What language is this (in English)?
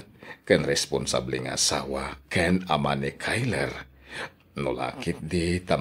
Iloko